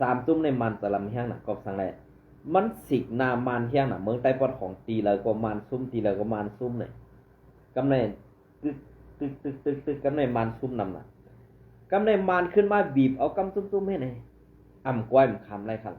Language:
Shan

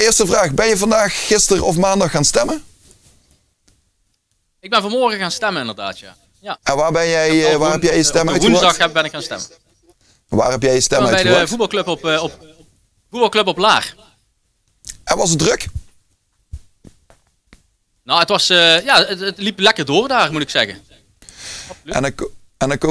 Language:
Dutch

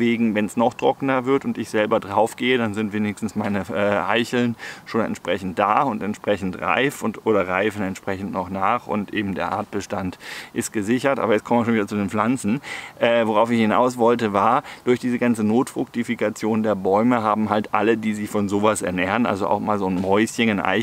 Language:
German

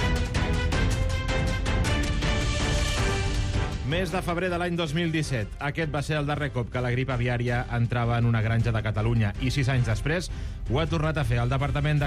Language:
Catalan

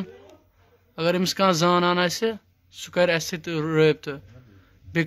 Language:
Kashmiri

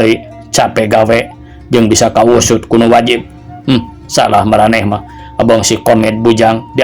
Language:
Sundanese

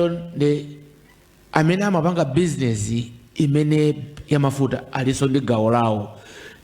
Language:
Nyanja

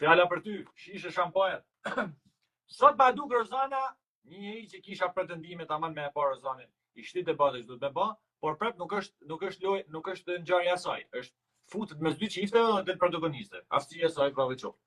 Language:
Albanian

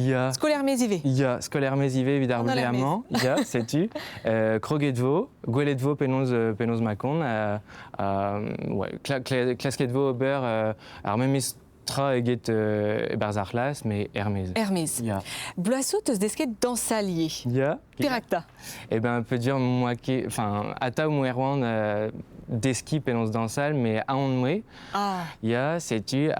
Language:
Breton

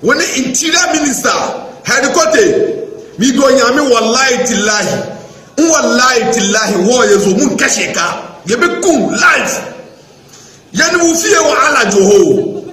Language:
Akan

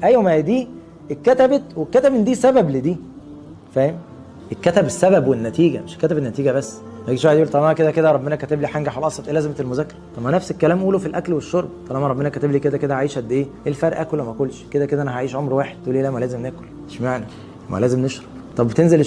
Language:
Egyptian Arabic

